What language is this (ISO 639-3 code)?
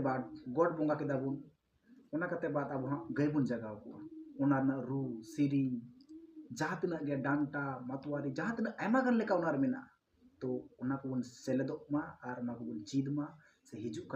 sat